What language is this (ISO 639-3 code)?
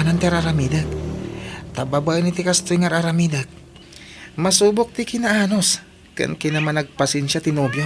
ilo